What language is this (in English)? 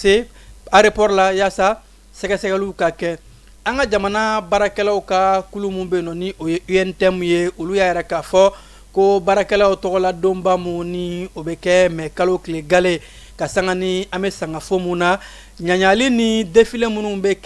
Bambara